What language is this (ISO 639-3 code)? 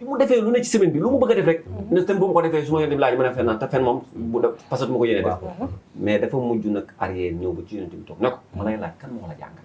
wol